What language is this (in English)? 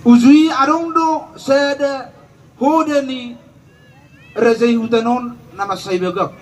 Batak Toba